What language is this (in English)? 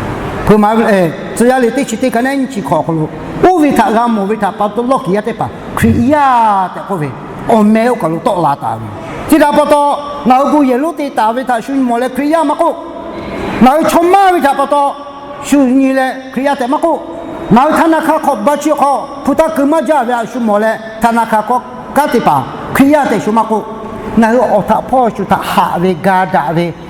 Lahu